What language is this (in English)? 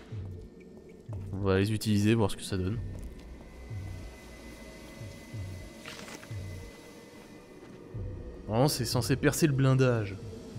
French